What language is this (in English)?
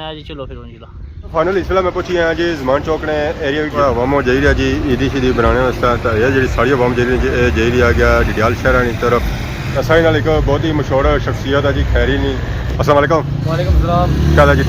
Pahari-Potwari